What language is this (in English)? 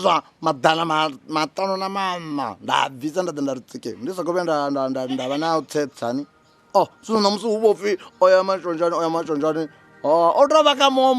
Venda